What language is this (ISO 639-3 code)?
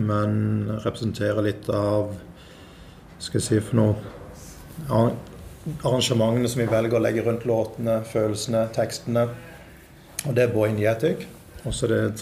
nor